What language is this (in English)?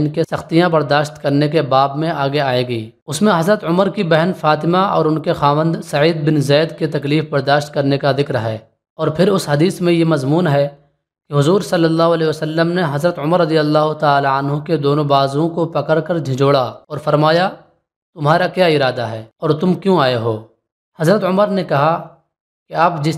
Urdu